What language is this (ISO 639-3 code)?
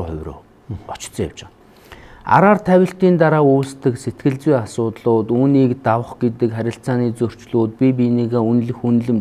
mon